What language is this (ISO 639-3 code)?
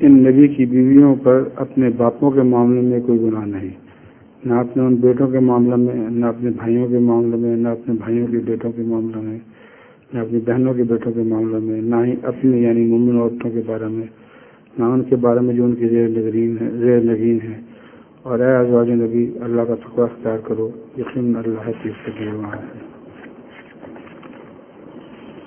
urd